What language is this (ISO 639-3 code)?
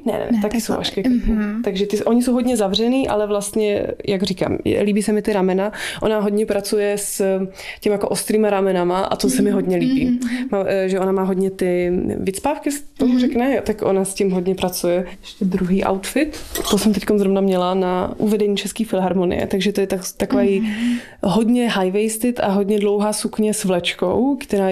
ces